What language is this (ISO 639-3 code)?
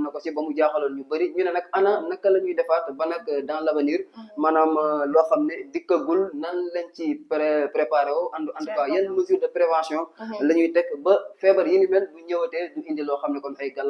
wol